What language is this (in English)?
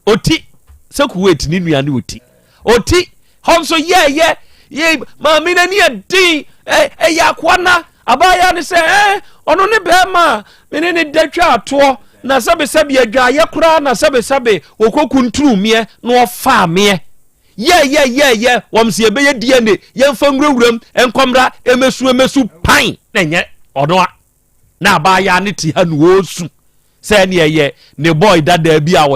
Akan